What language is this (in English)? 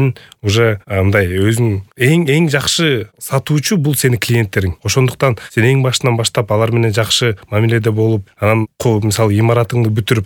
Kyrgyz